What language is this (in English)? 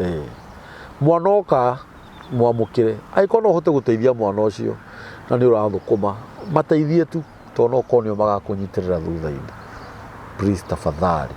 Kikuyu